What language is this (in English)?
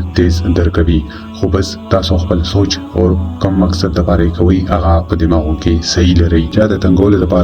Pashto